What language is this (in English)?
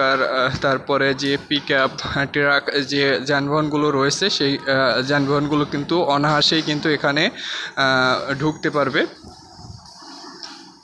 Bangla